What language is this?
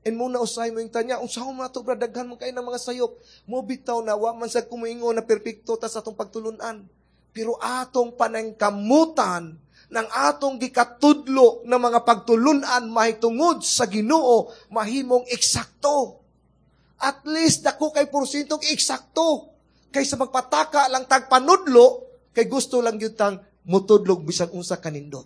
Cebuano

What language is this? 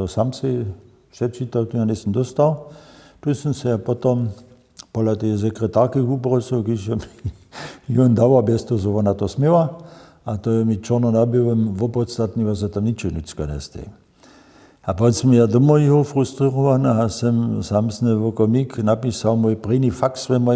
Upper Sorbian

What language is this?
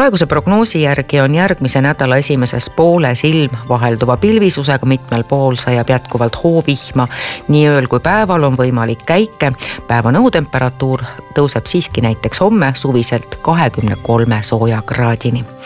Estonian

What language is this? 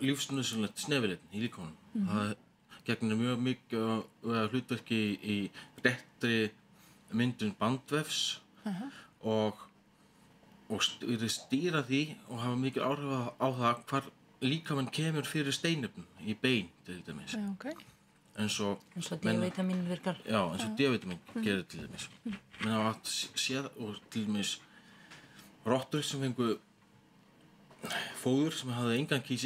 Icelandic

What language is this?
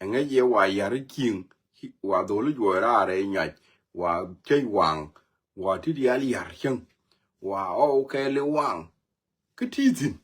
Nuer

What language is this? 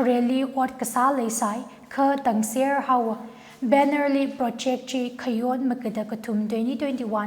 Tangkhul Naga (India)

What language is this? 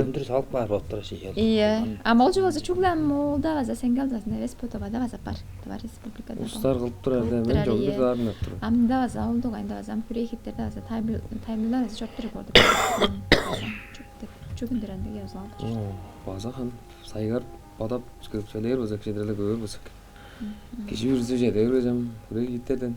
Tuvinian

